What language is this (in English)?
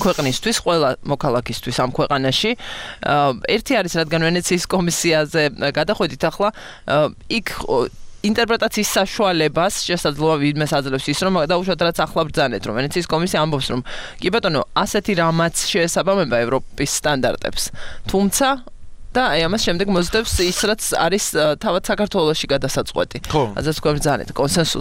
Georgian